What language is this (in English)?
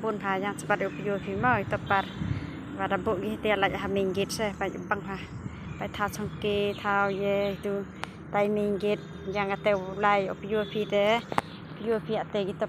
Khasi